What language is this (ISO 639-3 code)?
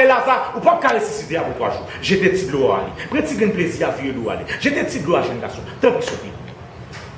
hat